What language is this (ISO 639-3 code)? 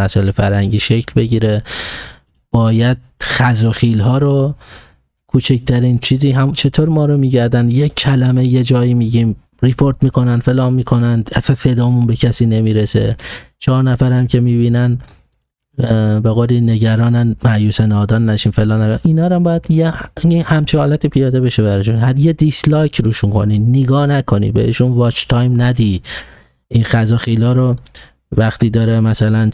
fas